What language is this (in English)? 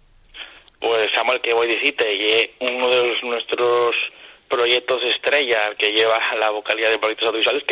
Asturian